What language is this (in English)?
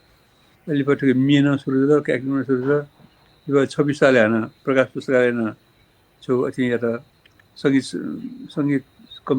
Newari